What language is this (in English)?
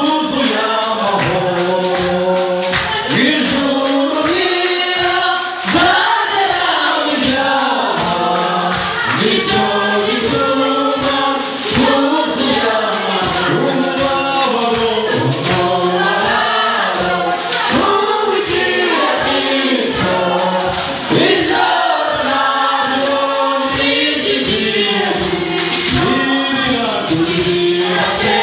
Kinyarwanda